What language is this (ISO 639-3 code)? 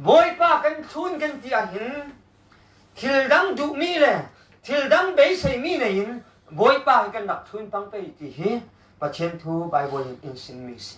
cfm